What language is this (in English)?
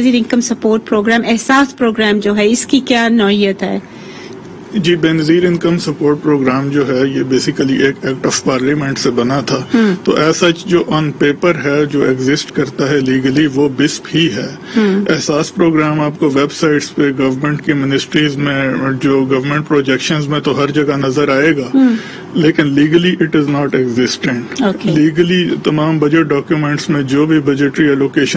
Urdu